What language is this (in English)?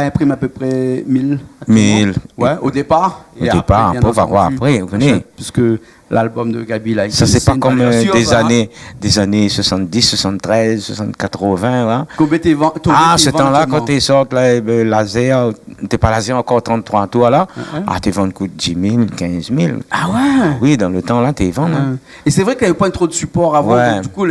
Réunion Creole French